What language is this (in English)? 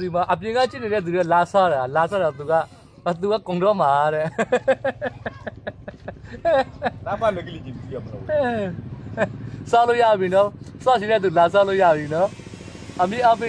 Burmese